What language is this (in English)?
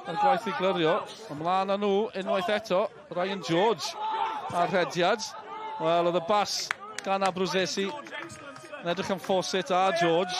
Welsh